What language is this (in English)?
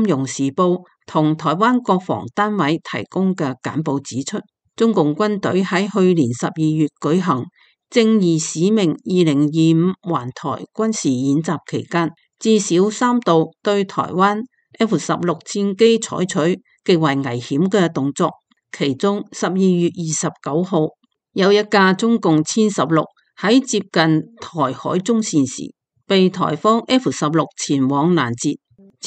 Cantonese